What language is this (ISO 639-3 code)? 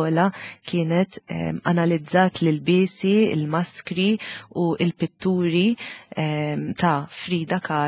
mlt